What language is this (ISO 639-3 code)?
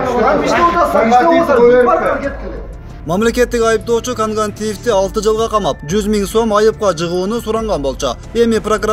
kir